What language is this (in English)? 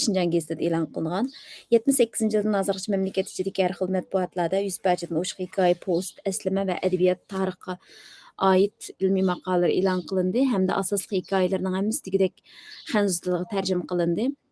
Uyghur